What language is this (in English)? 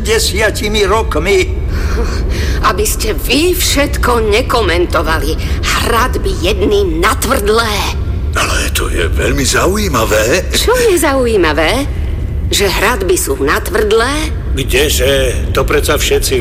Slovak